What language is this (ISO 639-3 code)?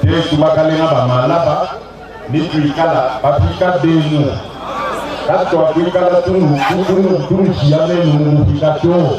lua